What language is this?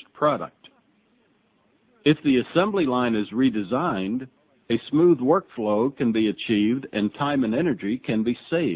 English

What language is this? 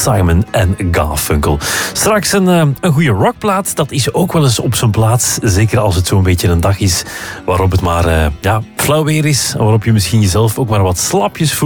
Dutch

